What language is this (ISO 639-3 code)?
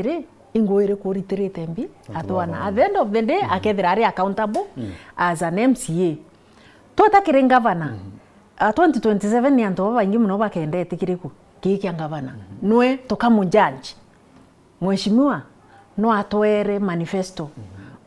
mer